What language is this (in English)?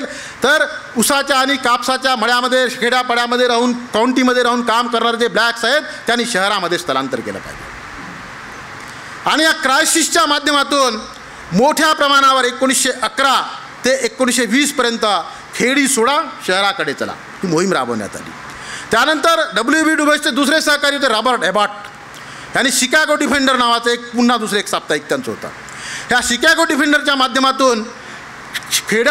Marathi